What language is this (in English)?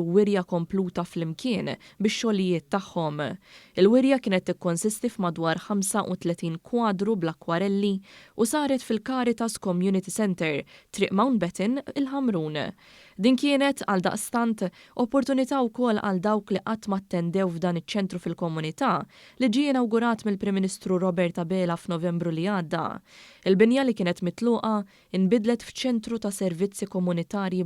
Maltese